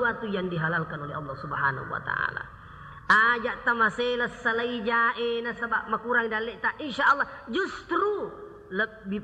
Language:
Buginese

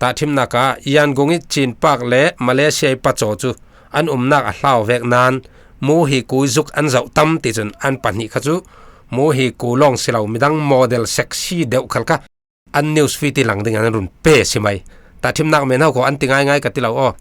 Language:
Falam Chin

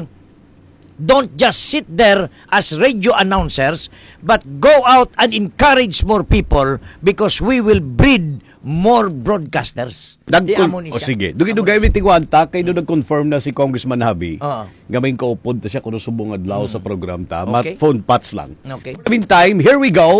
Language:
Hiligaynon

